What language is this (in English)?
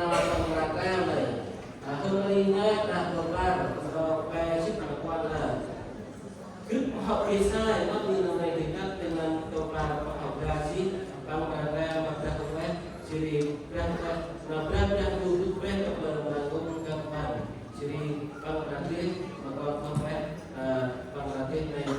Central Mnong